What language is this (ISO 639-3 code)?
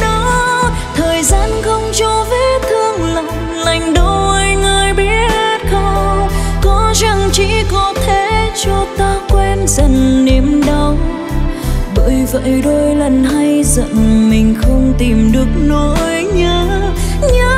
vie